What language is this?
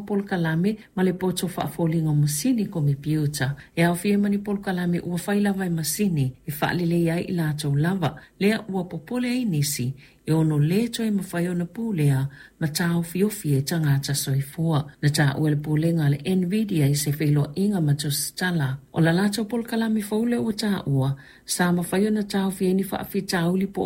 Samoan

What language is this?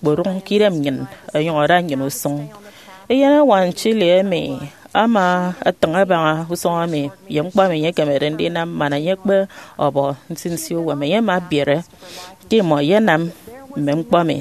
Efik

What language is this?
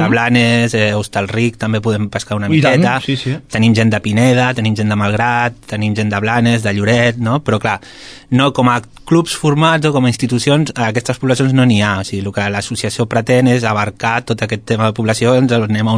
Catalan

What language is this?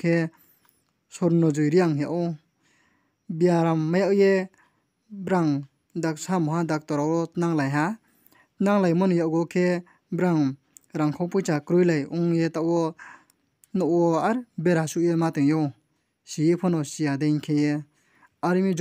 Riang (India)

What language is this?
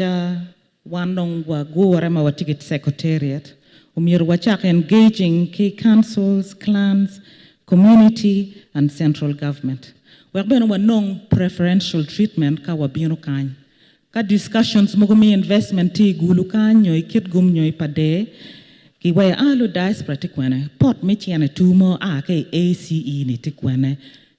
Acoli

